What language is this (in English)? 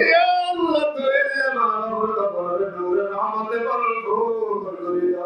Rohingya